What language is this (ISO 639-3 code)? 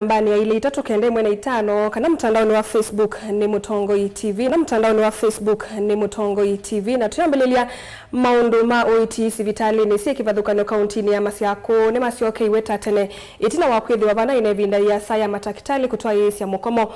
kam